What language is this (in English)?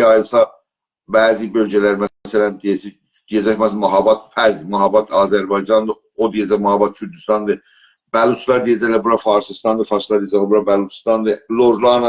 South Azerbaijani